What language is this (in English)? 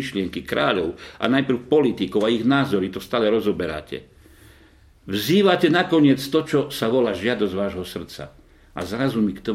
Slovak